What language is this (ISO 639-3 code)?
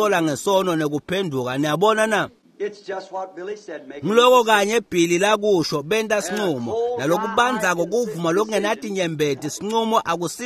ssw